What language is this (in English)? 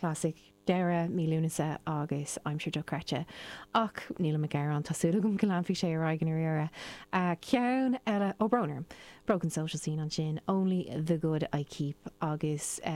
Irish